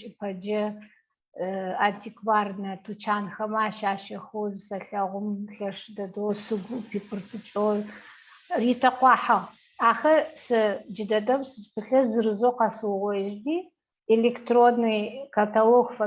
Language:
Adyghe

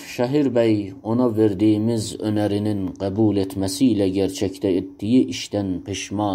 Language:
South Azerbaijani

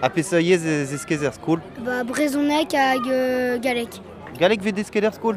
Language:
Breton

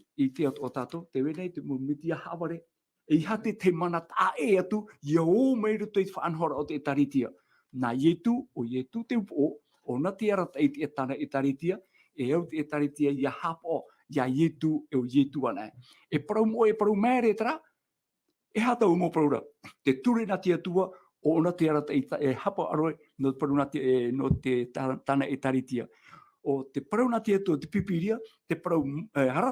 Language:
Tahitian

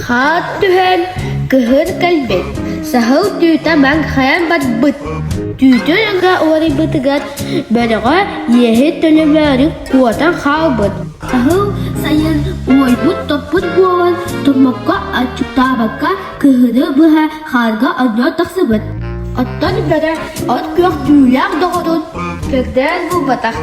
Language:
Yakut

